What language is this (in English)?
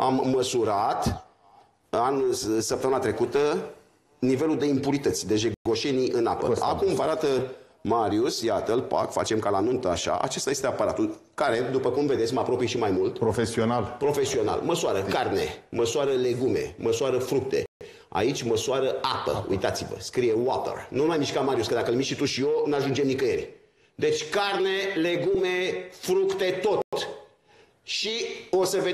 Romanian